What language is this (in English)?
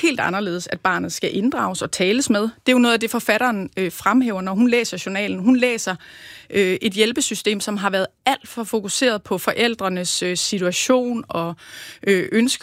Danish